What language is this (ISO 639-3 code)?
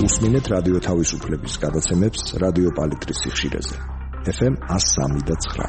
kat